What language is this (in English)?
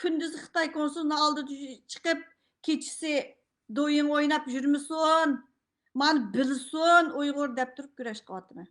Uyghur